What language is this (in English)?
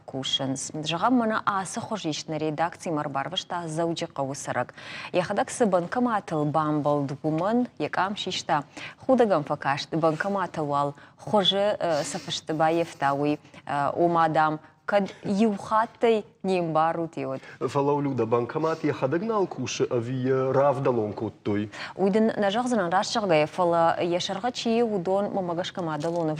Ossetic